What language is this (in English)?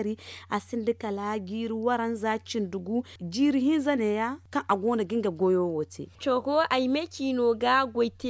Zarma